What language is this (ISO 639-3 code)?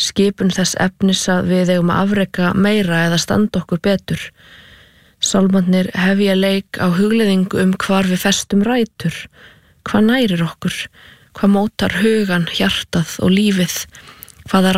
isl